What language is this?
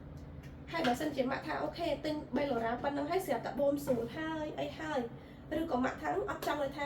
Khmer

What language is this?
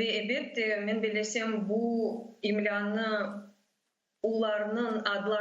Crimean Tatar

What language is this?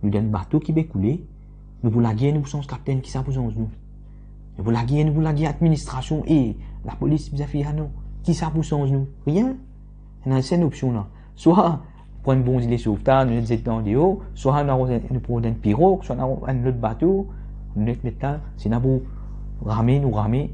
Morisyen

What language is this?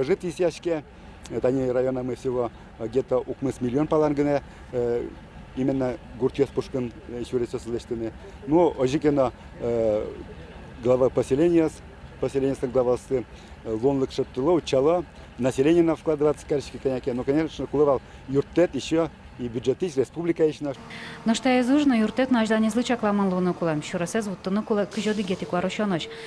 Udmurt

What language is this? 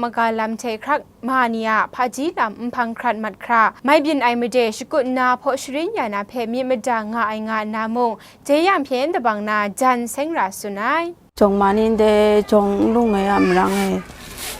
Kachin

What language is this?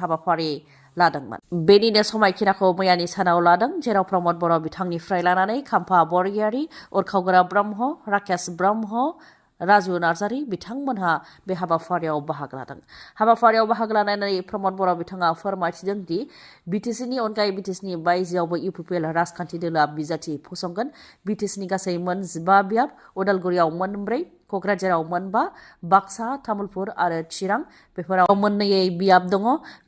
Bodo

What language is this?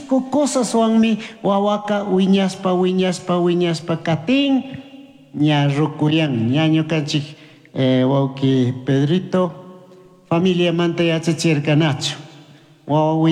Chimborazo Highland Quichua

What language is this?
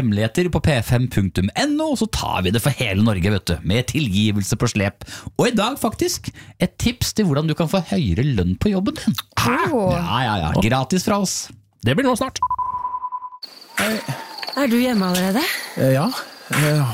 Norwegian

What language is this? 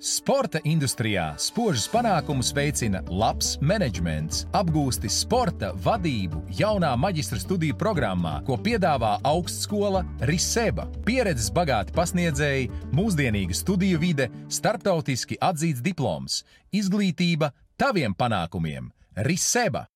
Latvian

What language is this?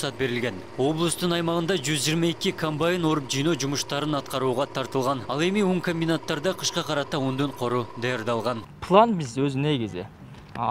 Kyrgyz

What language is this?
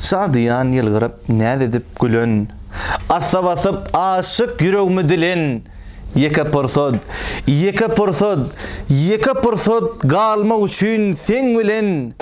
Turkmen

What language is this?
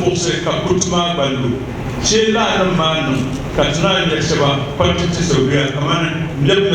Dagbani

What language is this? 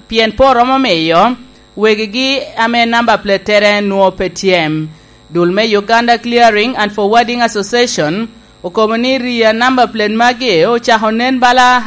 Lango (Uganda)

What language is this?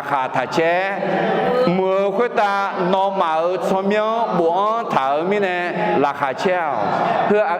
Akha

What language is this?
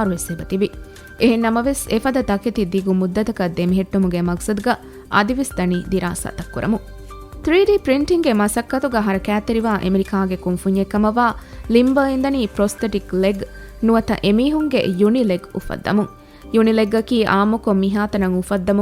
Divehi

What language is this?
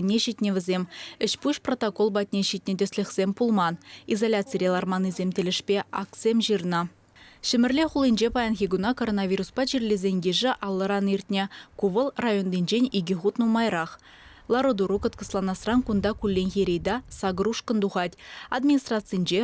Chuvash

